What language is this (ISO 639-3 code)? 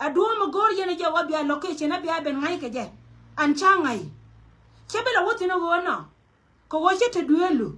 nus